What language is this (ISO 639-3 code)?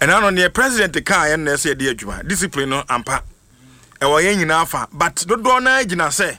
aka